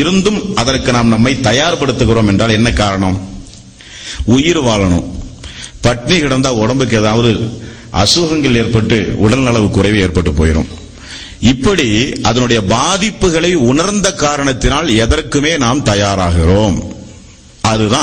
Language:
Tamil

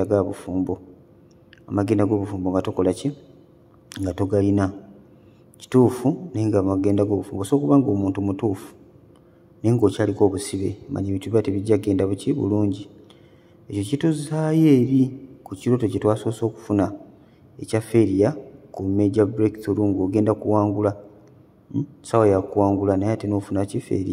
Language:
Ganda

